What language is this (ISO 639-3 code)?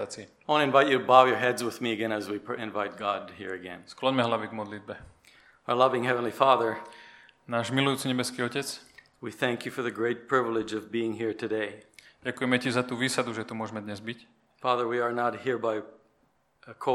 slk